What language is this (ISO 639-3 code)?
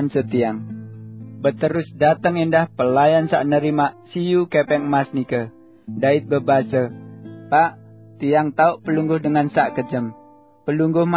sas